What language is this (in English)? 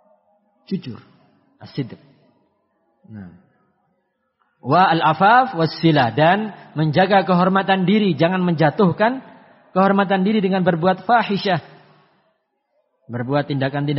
Indonesian